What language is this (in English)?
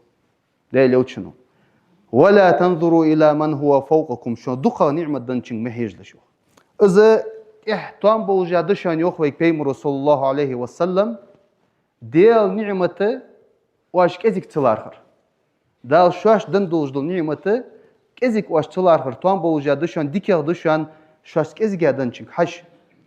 Ingush